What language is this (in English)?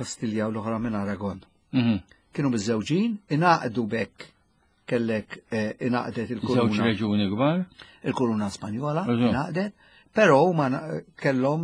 Maltese